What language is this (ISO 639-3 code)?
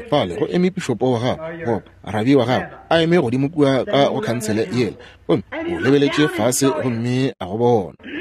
nso